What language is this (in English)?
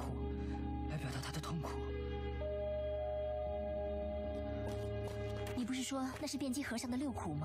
Chinese